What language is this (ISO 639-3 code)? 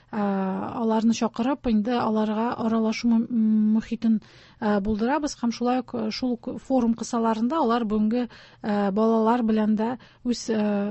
tat